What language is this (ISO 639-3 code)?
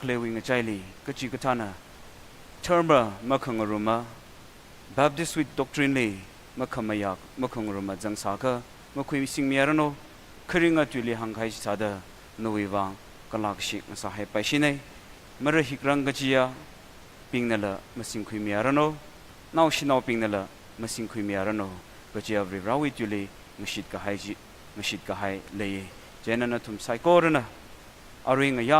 nmf